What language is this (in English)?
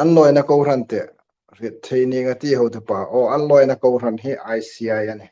Hmar